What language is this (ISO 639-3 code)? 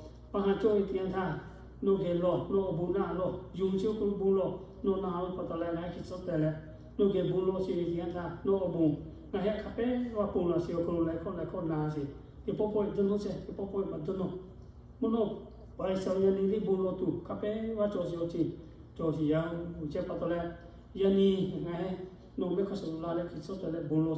lhu